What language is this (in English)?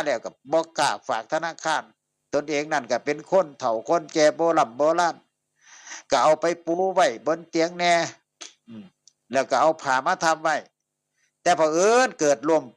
Northeastern Thai